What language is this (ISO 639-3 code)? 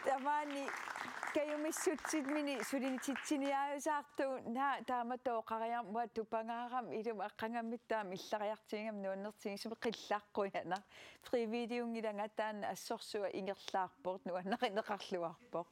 kal